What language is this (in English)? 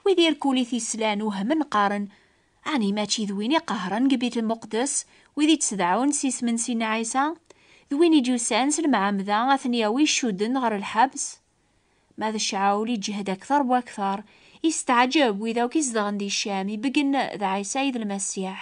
Kabyle